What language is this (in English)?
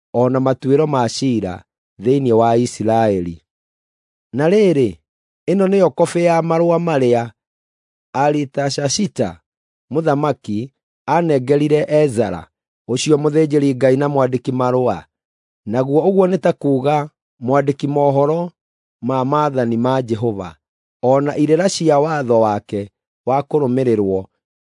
Kikuyu